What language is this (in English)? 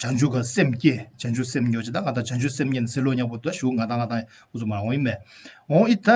Tibetan